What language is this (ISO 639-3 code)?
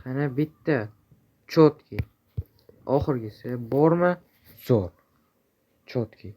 uzb